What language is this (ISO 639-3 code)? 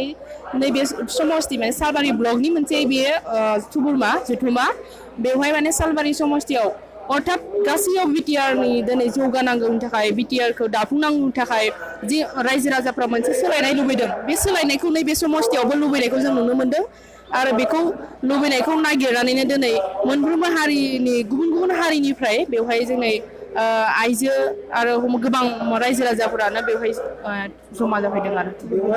brx